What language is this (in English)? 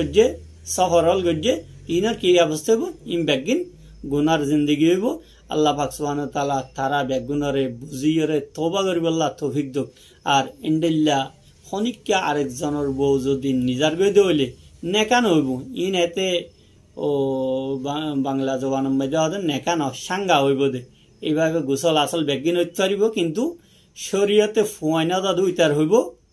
Rohingya